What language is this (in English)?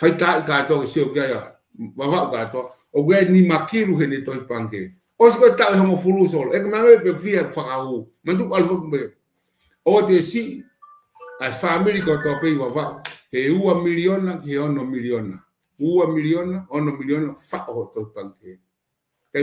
Tongan